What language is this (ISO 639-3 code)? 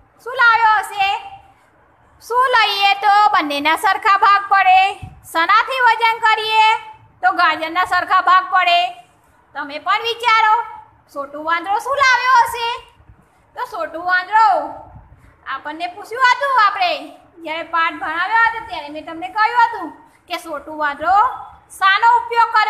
guj